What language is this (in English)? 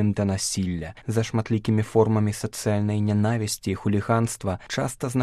Belarusian